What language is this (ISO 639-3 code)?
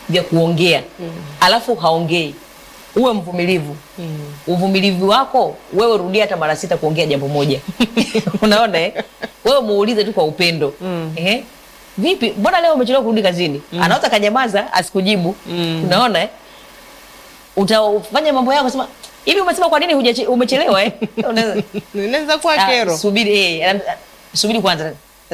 swa